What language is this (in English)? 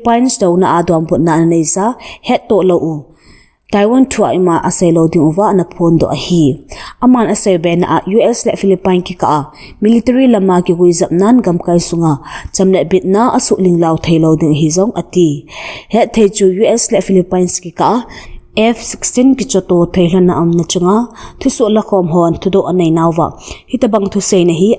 Thado Chin